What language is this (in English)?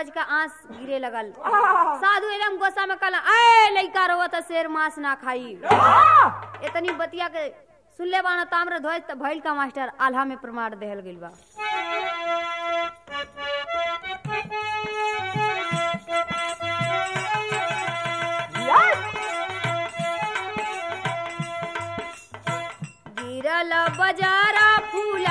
Bhojpuri